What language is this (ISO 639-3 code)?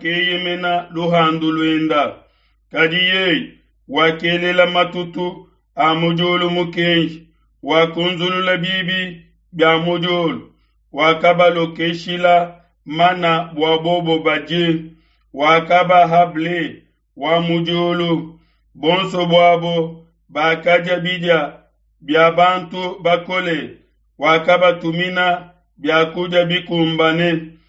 lua